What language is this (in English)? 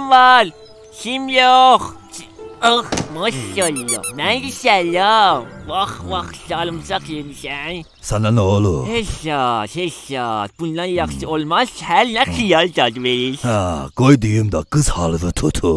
South Azerbaijani